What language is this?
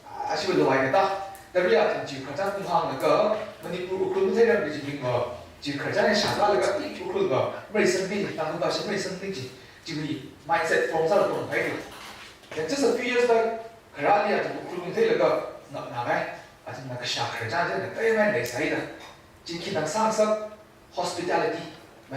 Tangkhul Naga (India)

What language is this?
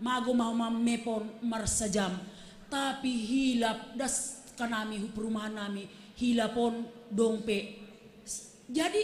Batak Simalungun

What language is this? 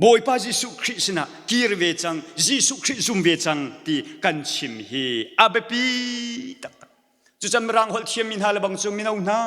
Hakha Chin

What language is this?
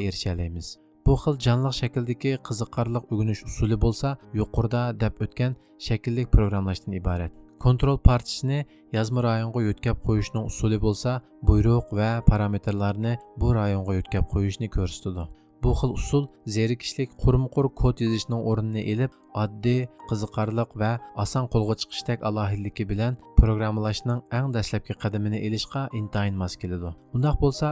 Uyghur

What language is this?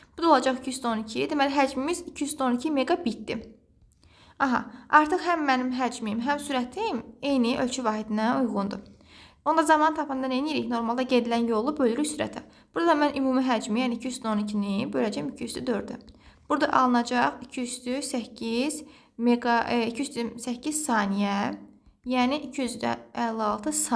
Azerbaijani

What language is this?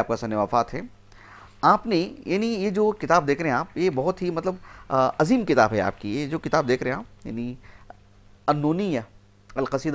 Urdu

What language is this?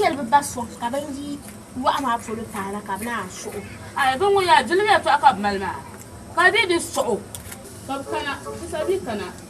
Dagbani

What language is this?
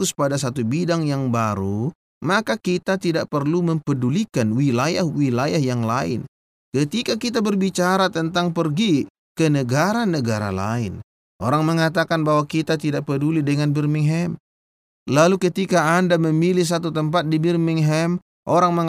Indonesian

